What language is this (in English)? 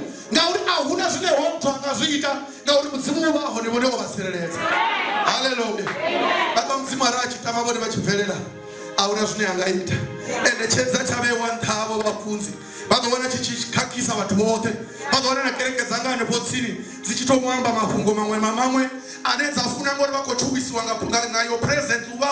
Venda